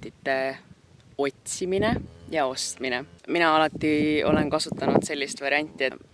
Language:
Estonian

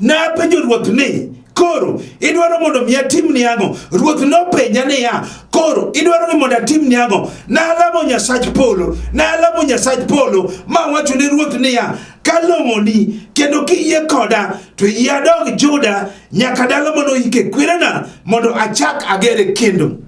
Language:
Luo (Kenya and Tanzania)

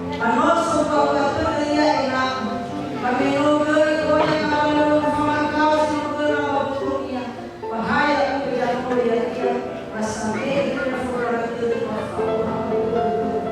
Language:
Nias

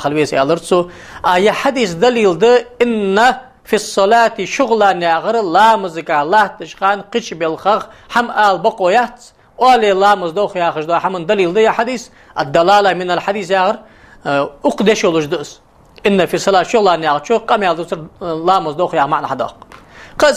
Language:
Ingush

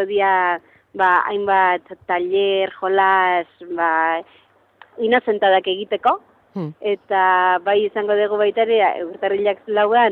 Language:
Basque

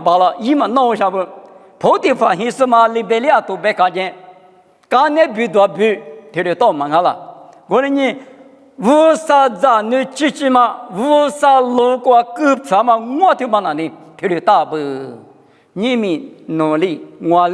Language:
Lisu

